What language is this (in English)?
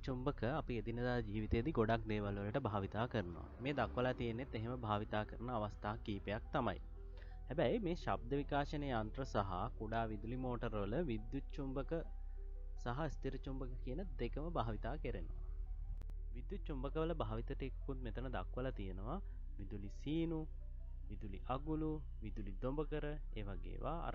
Sinhala